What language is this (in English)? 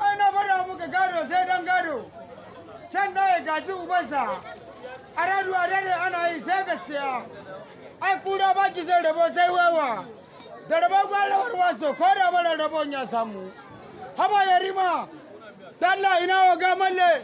Hausa